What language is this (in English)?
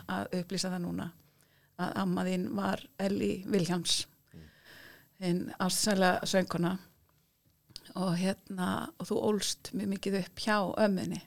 Icelandic